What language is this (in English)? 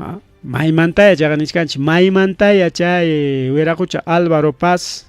Ayacucho Quechua